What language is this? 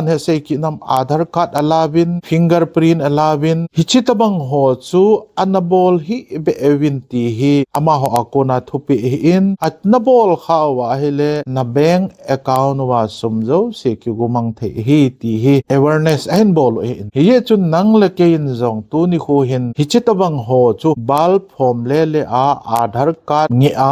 Thado Chin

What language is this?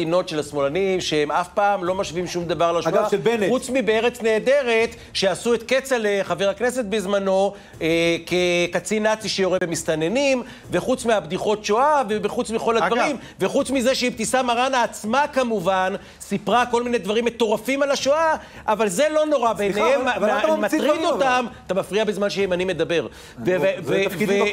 Hebrew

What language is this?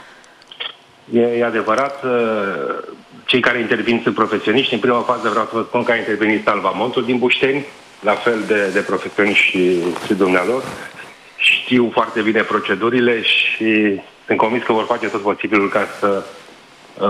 Romanian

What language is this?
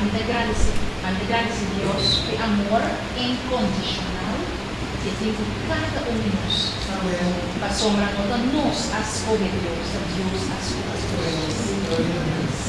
Papiamento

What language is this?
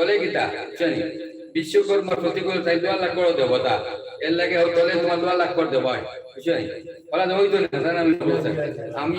Sylheti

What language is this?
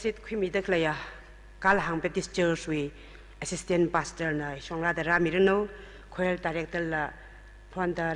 Tangkhul Naga (India)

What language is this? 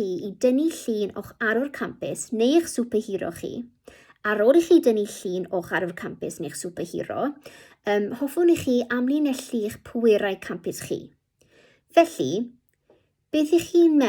Welsh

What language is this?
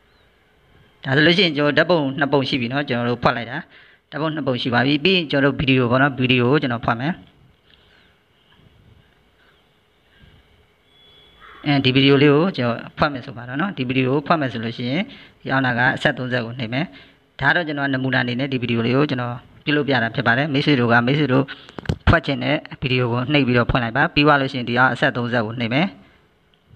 Burmese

